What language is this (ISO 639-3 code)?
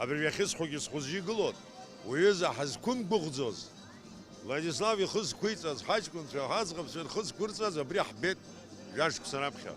abk